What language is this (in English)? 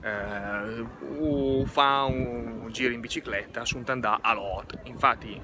Lombard